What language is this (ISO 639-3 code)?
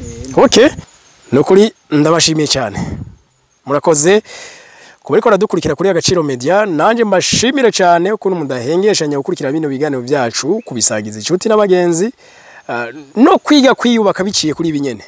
run